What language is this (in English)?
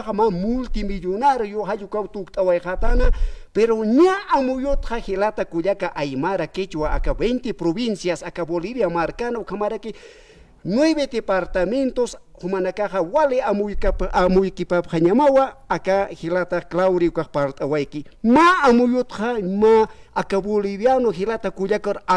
Aymara